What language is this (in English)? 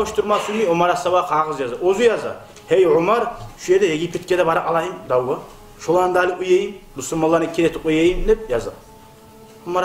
Kumyk